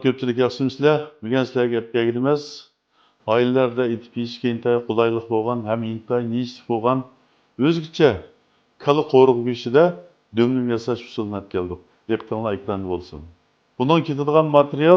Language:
Uyghur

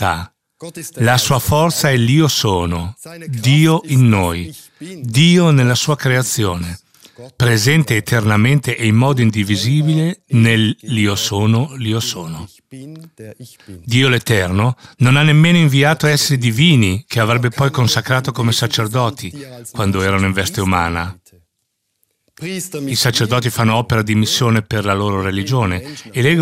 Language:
Italian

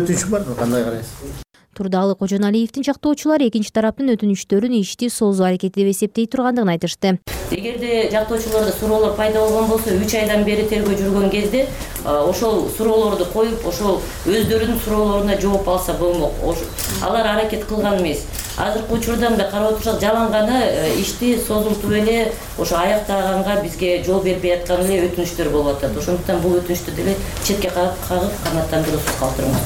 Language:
Kyrgyz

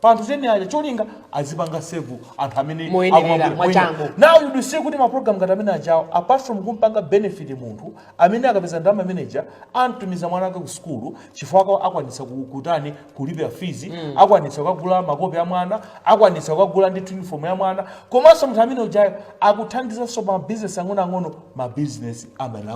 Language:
Nyanja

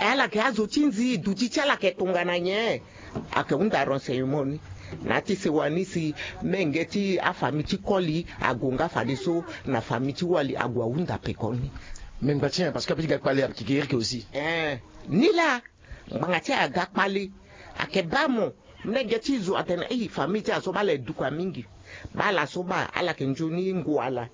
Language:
Sango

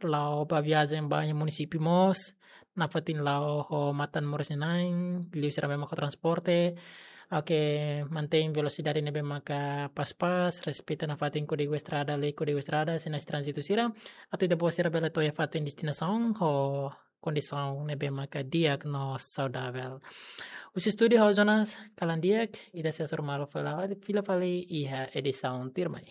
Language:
Tetum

